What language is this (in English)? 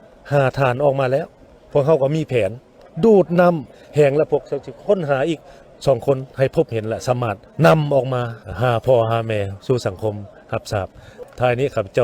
Lao